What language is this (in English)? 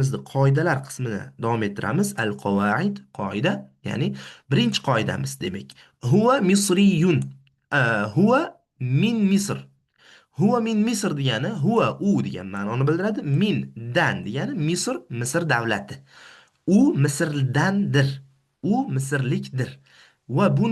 Uzbek